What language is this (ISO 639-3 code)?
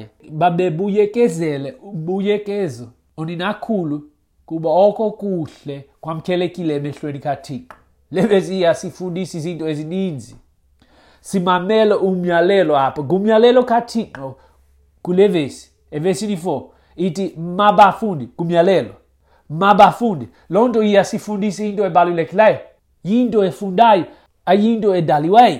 xho